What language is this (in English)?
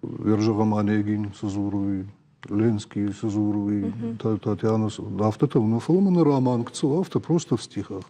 Ossetic